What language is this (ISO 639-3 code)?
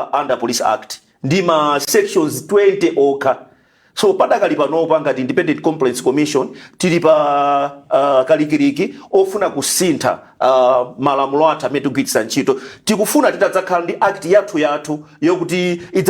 nya